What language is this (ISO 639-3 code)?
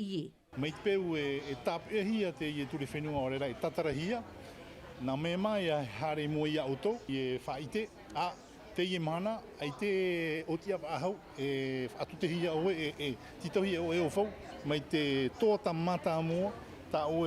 tah